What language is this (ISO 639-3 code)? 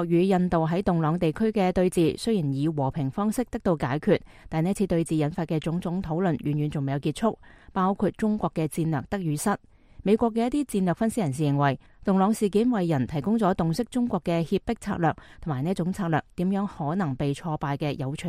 yue